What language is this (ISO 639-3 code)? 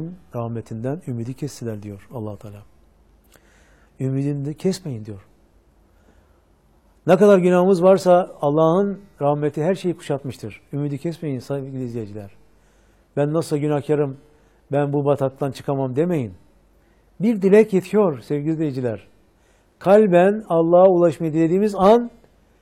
tur